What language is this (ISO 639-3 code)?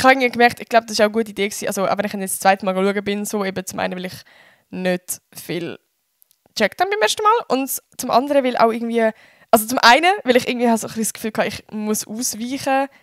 gsw